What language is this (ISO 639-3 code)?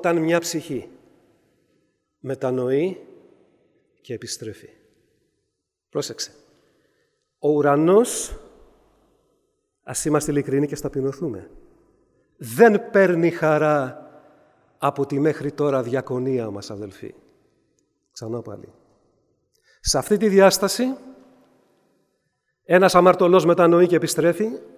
ell